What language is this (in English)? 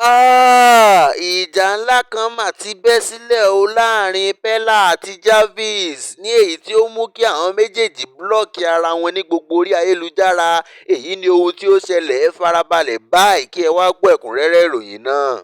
Yoruba